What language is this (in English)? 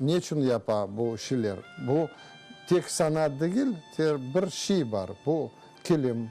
Crimean Tatar